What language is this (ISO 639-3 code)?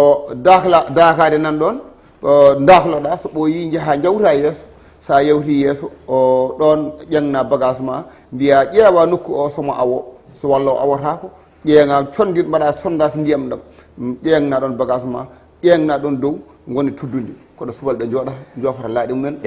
ful